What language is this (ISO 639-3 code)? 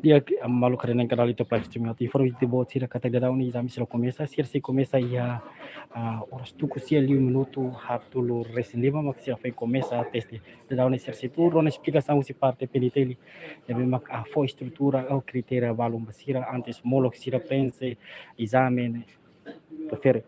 tet